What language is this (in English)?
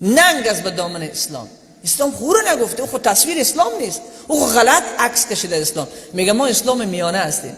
Persian